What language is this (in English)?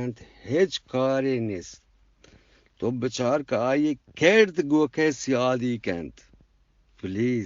Eastern Balochi